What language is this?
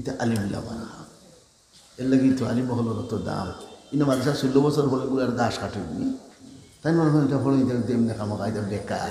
Sylheti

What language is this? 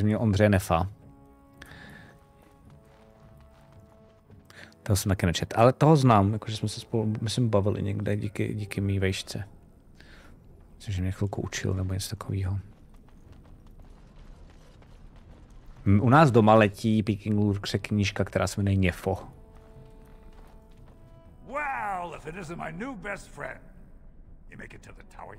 Czech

